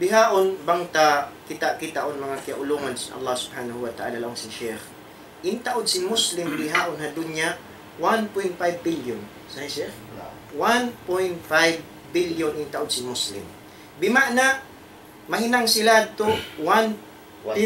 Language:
Tausug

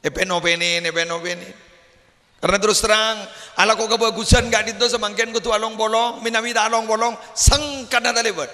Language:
Madurese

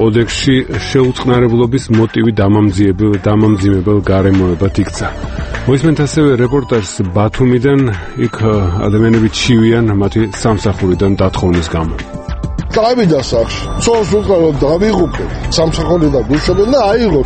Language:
Georgian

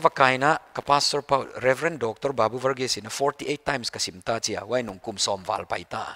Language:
Paite Chin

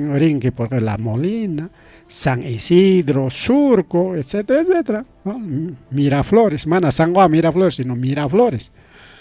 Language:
Ayacucho Quechua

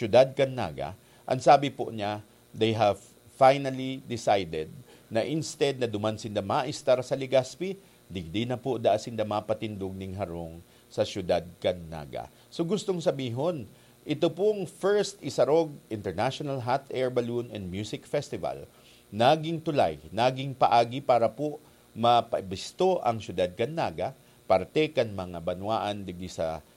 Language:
Bikol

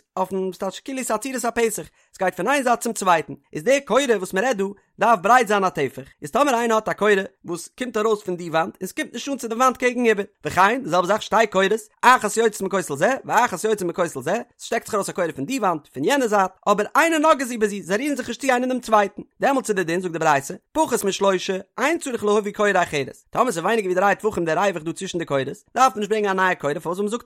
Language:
Yiddish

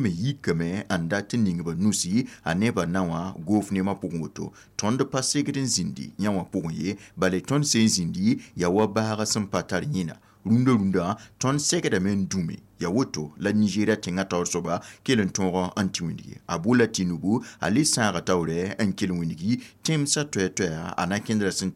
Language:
Mossi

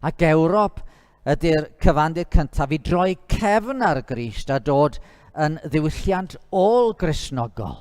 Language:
Welsh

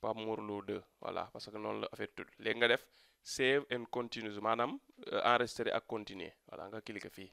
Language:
Wolof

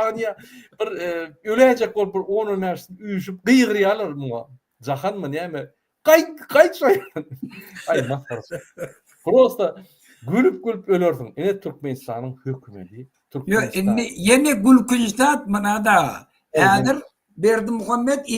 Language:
Turkmen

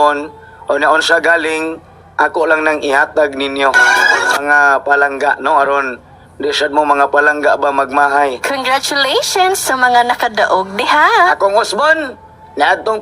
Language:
Cebuano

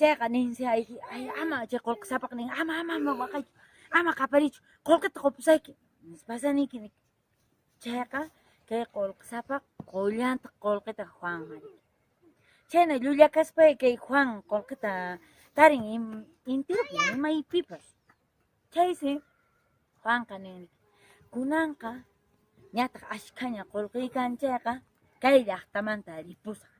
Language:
Quechua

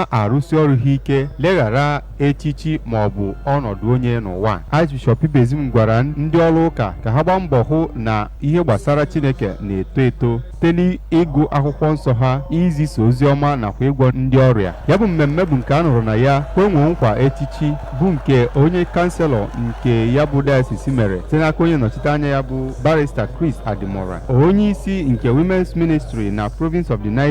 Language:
Igbo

